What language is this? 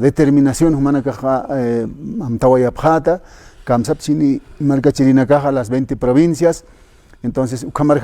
Aymara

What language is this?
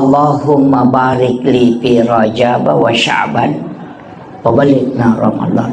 Buginese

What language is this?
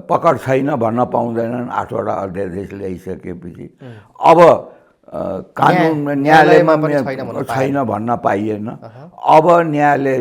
Nepali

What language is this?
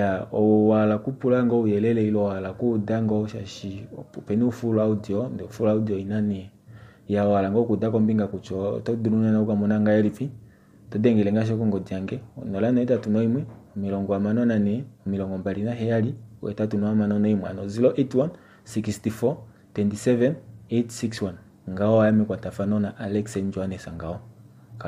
Kuanyama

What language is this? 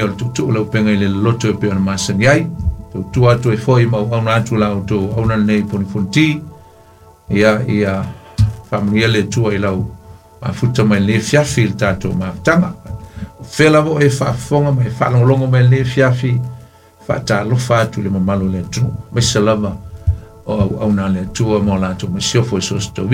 Samoan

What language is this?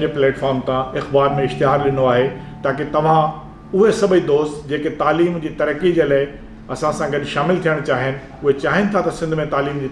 Sindhi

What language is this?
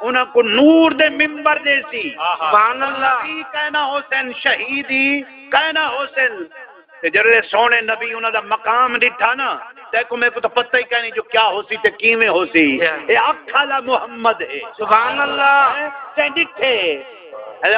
Saraiki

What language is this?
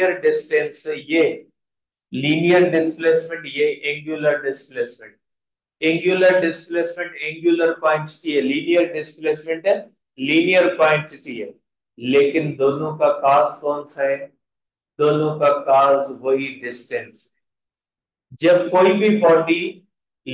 Hindi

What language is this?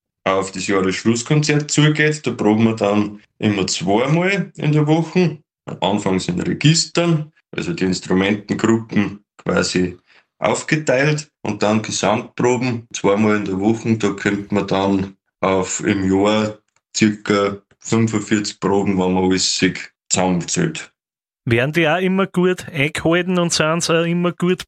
German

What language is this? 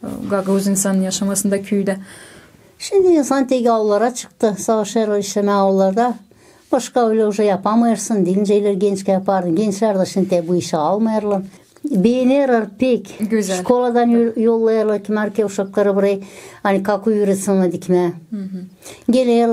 Gagauz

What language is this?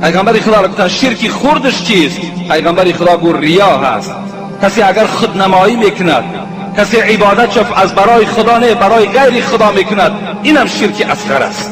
Tajik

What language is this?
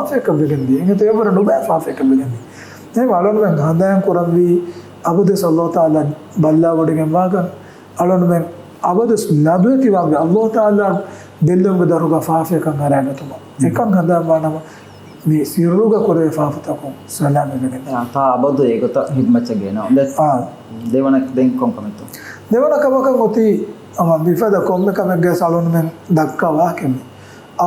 Divehi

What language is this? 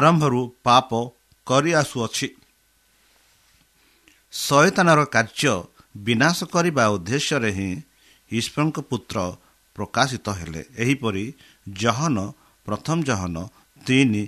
Odia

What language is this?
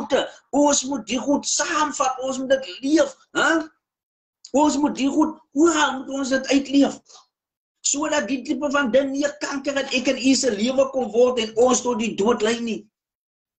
Afrikaans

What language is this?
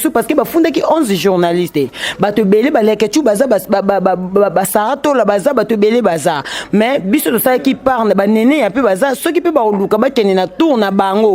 Lingala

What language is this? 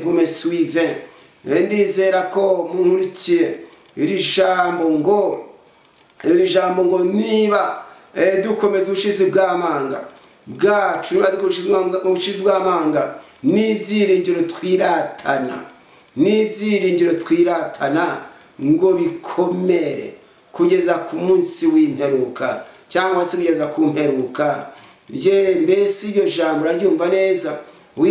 Kinyarwanda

